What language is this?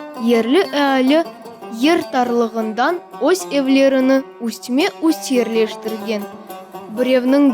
Crimean Tatar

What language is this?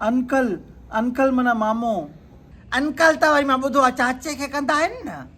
Sindhi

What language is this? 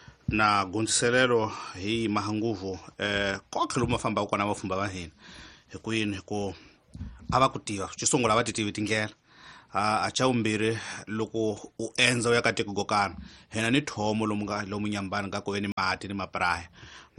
Tsonga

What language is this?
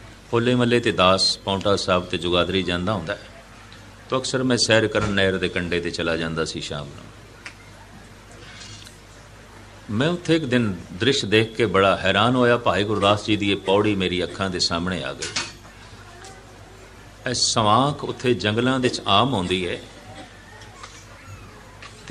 Punjabi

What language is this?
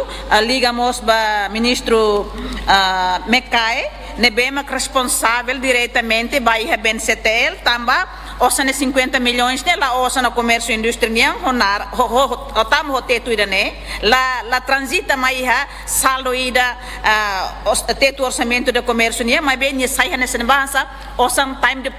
Tetum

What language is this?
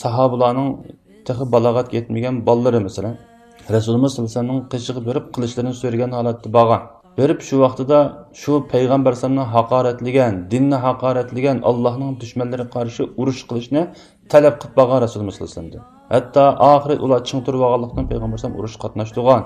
Uyghur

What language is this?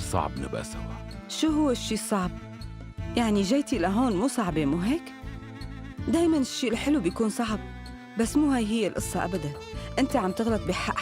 North Levantine Arabic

